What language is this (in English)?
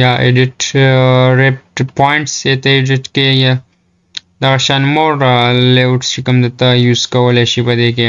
Pashto